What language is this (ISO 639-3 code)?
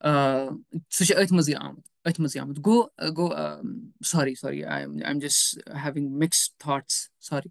kas